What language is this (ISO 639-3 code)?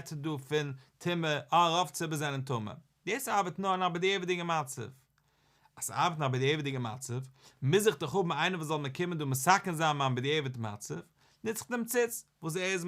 yid